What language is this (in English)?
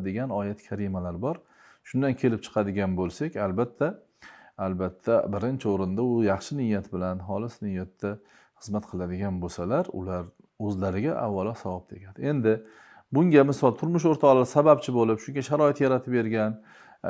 Uzbek